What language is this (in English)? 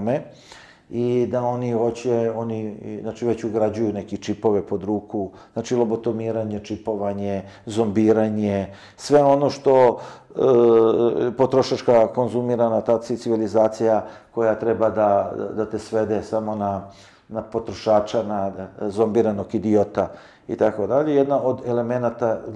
Serbian